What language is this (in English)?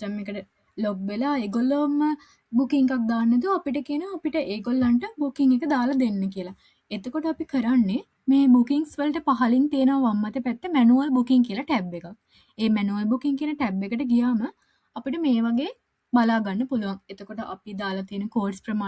Sinhala